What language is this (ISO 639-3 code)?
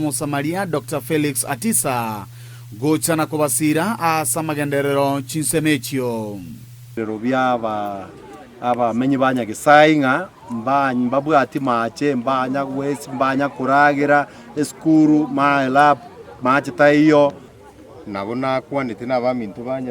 guz